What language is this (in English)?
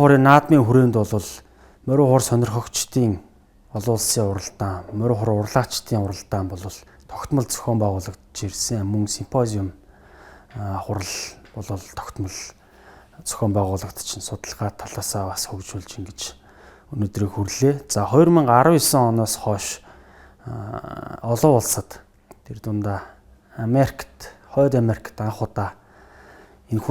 Mongolian